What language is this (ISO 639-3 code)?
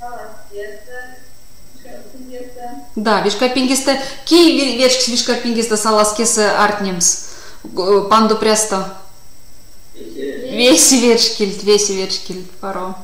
myv